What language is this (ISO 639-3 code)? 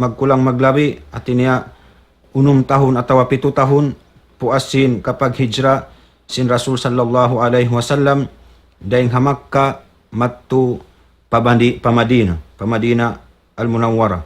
tsg